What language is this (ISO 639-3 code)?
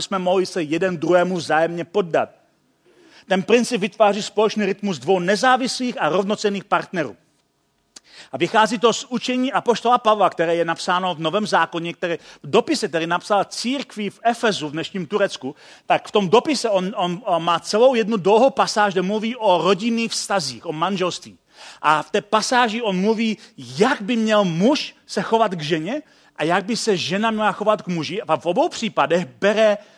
ces